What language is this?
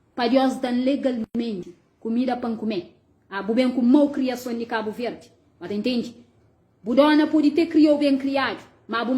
Kabuverdianu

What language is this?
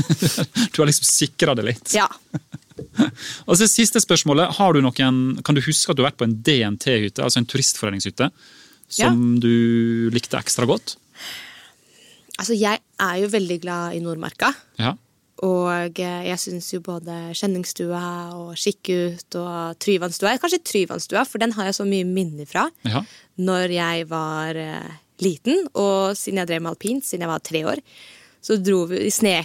Norwegian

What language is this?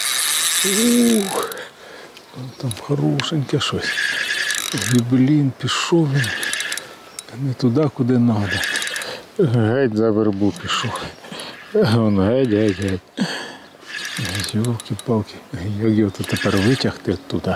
Ukrainian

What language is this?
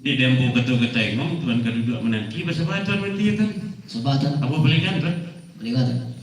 Minangkabau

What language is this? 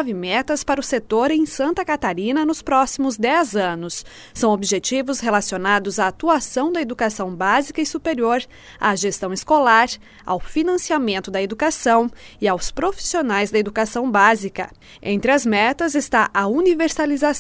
Portuguese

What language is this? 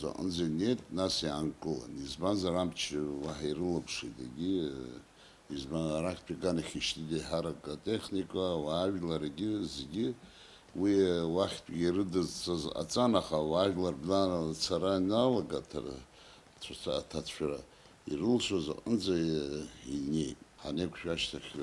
Abkhazian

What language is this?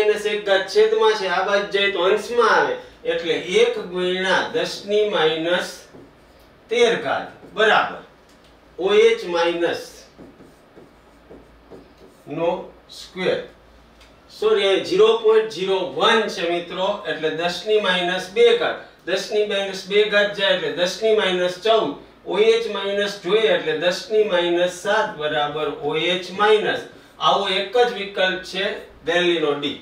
Gujarati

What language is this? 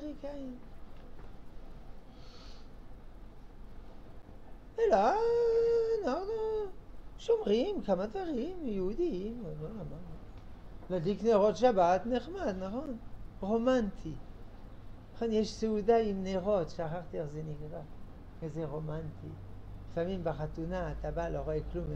Hebrew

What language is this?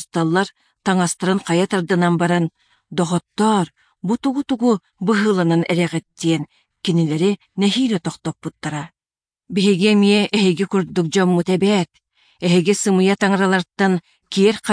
Yakut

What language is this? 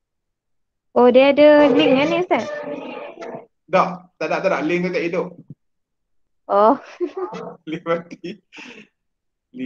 Malay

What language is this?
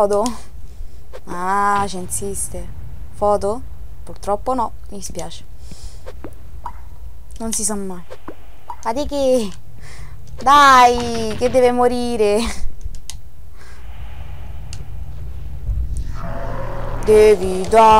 Italian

